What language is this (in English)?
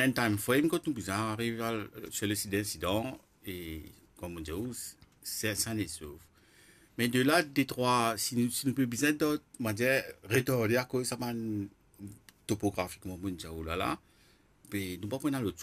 Morisyen